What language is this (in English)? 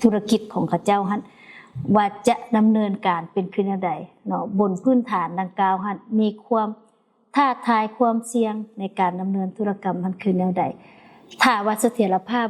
Lao